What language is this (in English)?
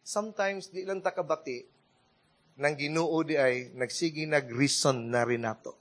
Cebuano